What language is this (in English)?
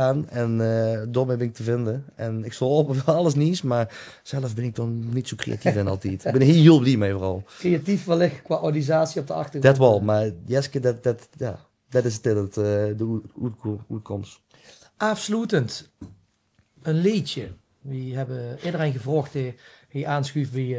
Limburgish